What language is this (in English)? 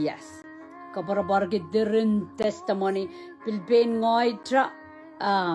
Pohnpeian